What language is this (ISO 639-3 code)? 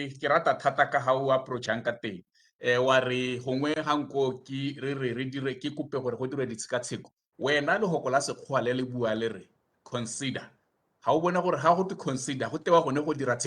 tsn